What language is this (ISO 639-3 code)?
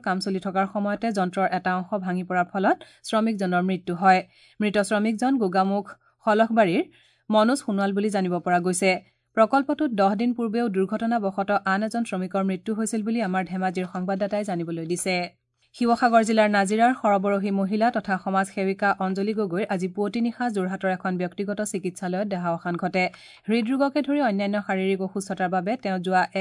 asm